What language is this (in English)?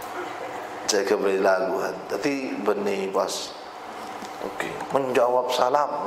Madurese